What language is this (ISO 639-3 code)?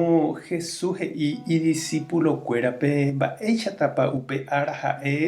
grn